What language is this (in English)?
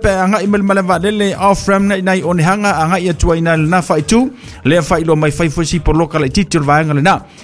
Samoan